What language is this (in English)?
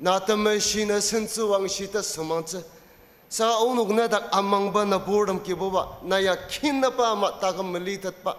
Ao Naga